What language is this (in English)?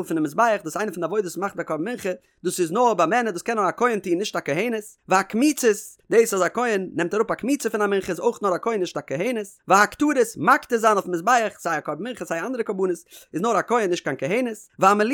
Yiddish